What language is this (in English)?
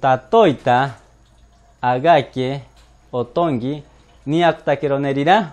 Machiguenga